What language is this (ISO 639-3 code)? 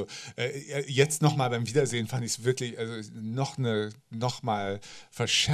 deu